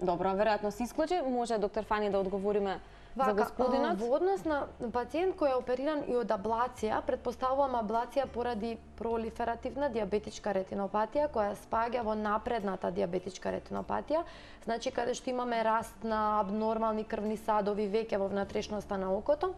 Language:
Macedonian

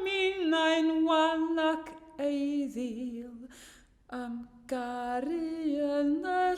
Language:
Welsh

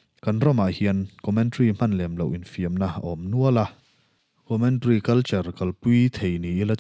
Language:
Mizo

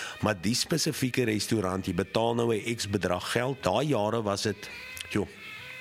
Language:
Afrikaans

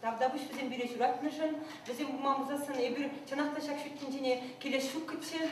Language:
Chuvash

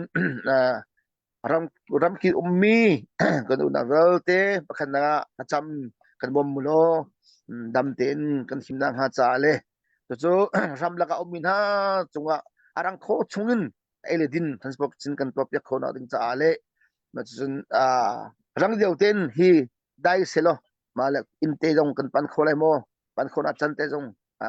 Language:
Hakha Chin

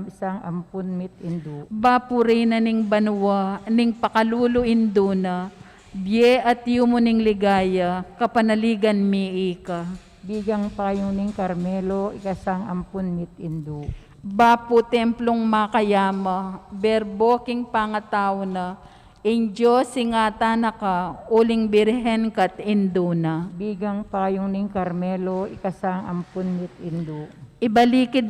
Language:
Pampanga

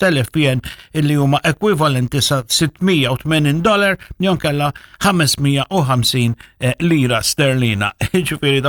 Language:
Maltese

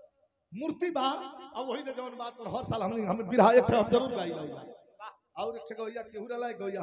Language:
Bhojpuri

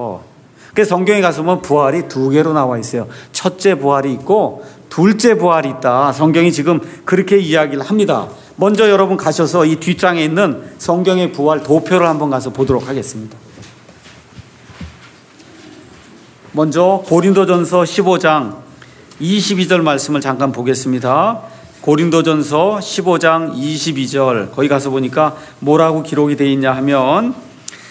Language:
Korean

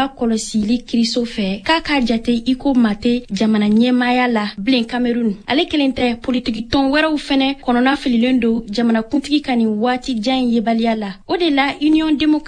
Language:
Bambara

